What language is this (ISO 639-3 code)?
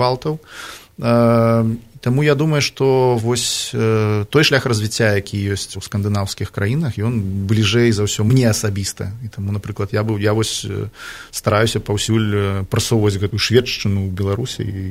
bel